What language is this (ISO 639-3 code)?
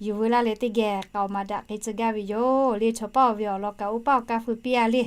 lhu